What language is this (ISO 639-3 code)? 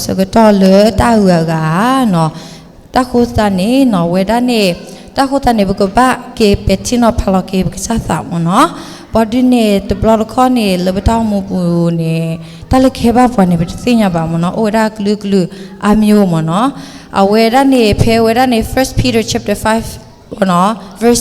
ksw